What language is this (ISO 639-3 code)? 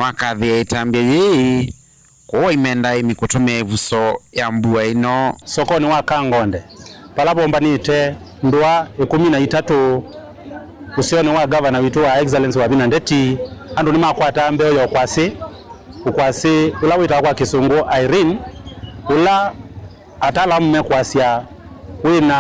kam